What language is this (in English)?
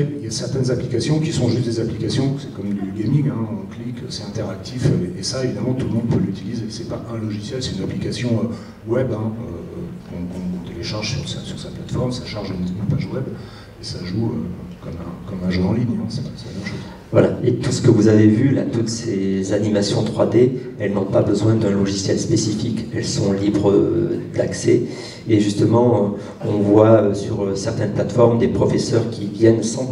French